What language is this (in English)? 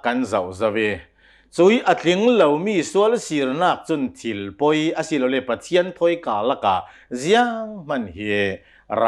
Hakha Chin